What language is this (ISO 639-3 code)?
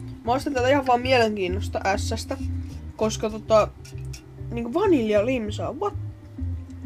fin